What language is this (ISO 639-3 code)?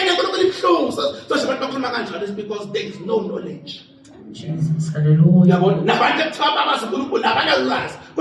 zul